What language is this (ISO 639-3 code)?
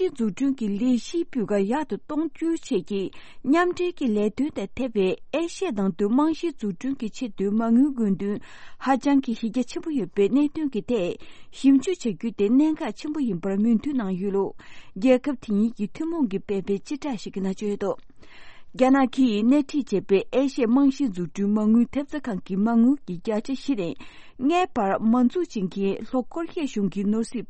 bod